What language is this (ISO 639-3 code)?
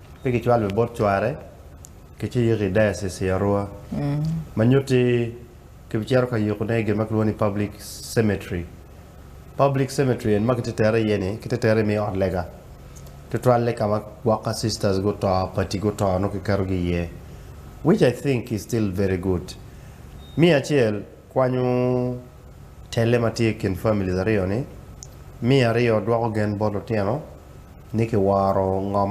ach